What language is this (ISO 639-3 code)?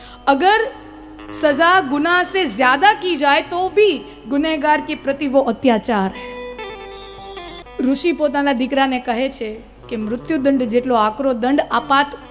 guj